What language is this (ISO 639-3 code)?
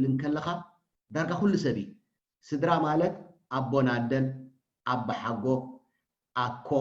tir